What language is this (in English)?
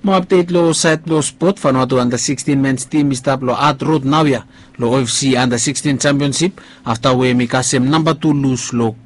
Bislama